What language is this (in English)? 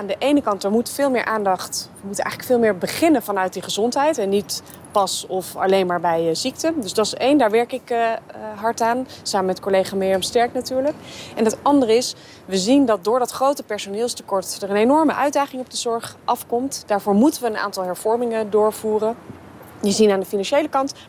Dutch